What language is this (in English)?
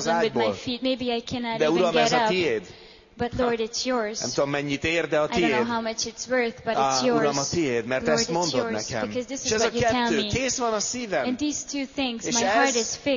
Hungarian